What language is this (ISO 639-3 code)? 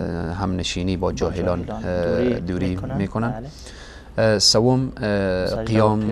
fas